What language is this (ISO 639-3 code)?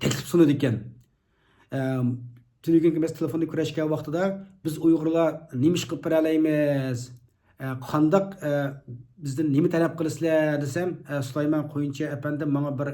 uig